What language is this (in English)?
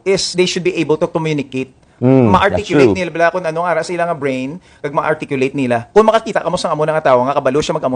Hiligaynon